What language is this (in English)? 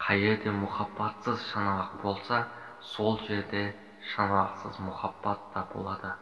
Kara-Kalpak